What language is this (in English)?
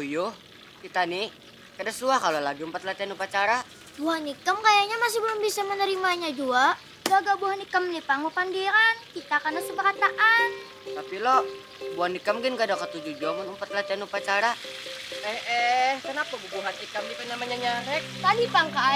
Banjar